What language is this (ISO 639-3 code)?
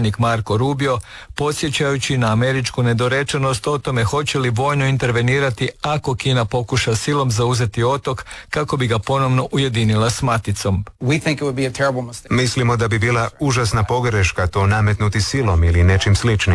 hrv